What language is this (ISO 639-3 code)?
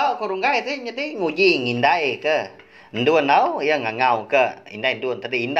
iba